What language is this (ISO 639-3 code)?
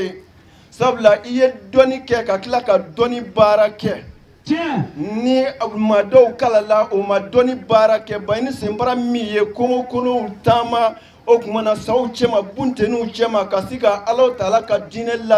bam